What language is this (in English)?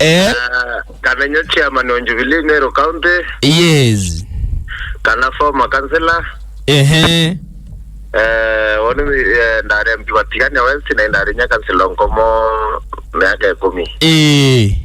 Meru